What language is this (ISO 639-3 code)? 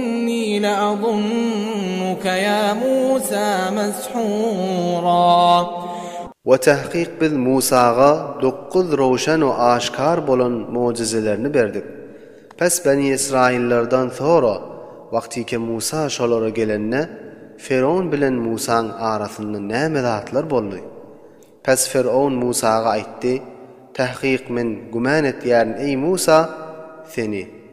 tuk